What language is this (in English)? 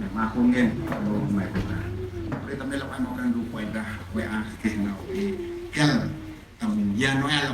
Central Mnong